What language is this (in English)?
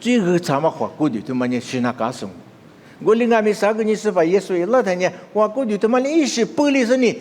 Lisu